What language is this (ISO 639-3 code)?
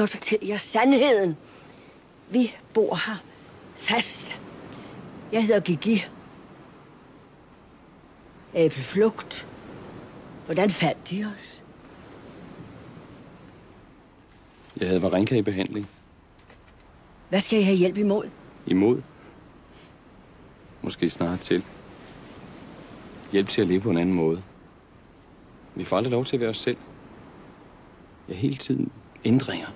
dan